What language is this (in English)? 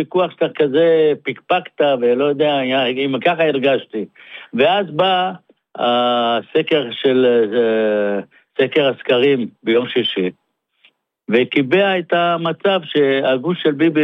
Hebrew